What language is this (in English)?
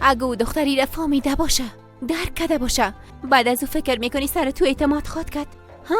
Persian